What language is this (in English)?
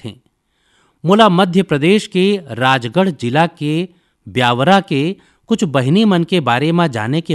Chhattisgarhi